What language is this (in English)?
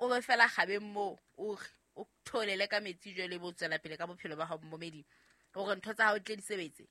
Southern Sotho